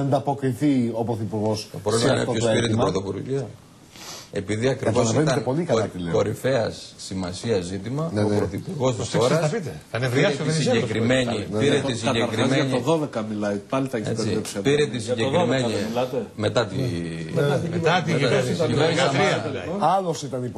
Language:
Greek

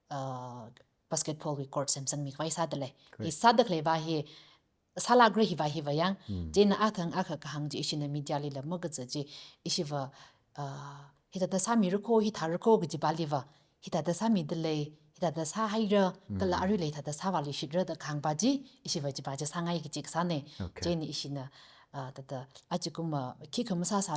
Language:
Tangkhul Naga (India)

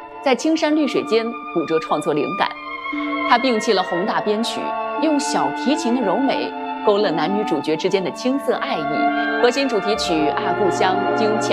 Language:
Chinese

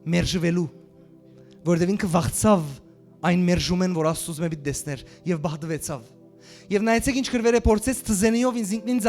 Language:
Western Armenian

